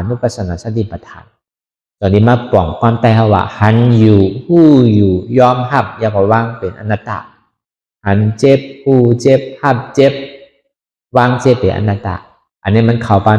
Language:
Shan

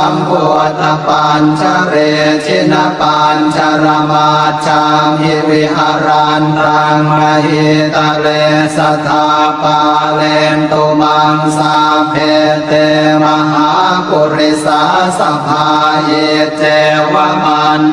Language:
Pali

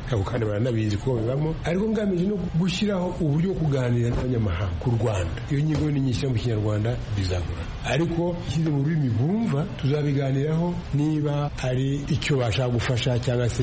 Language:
Kinyarwanda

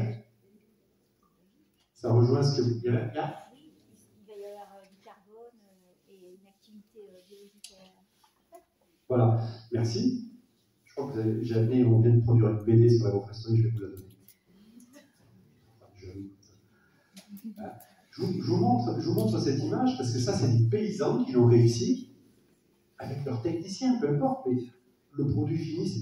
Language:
French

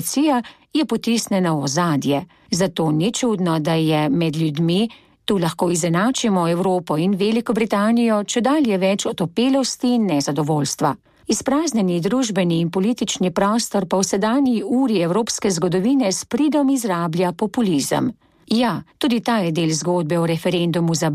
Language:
Slovenian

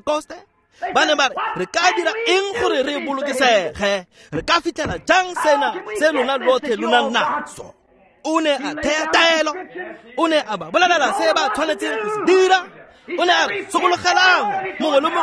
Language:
Tswana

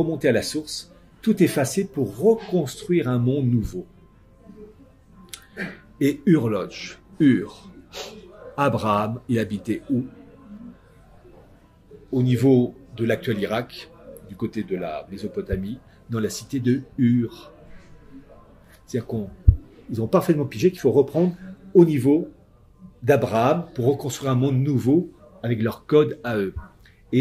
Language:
French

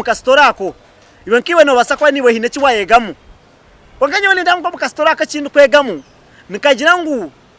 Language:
Nyankole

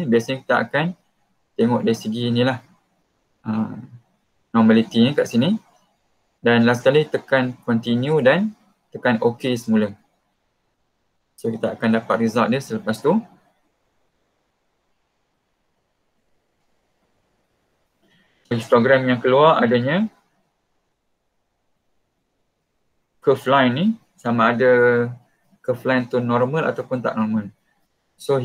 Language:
Malay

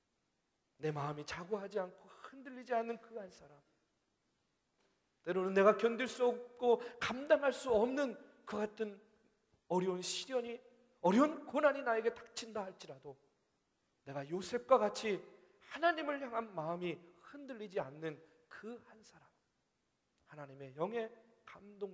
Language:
Korean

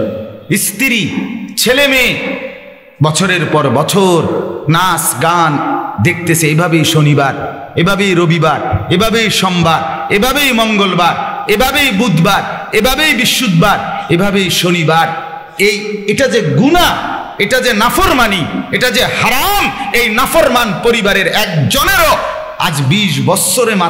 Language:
Bangla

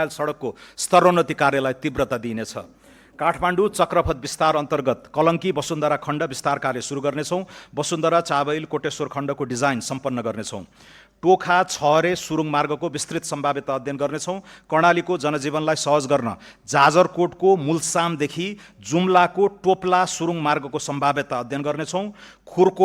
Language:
Nepali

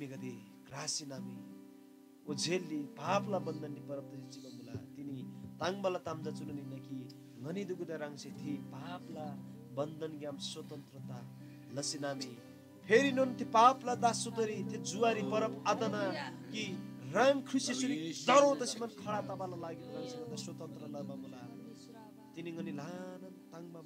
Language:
Eastern Tamang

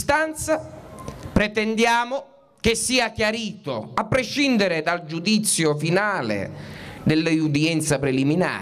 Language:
Italian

